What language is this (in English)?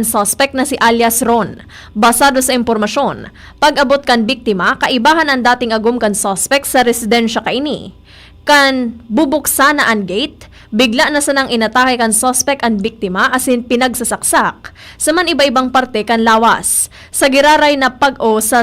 Bikol